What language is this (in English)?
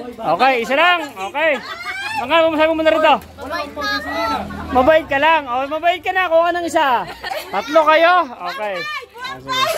Filipino